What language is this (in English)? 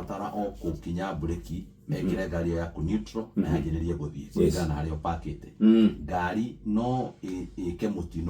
Kikuyu